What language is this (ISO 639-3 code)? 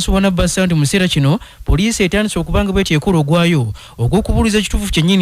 lug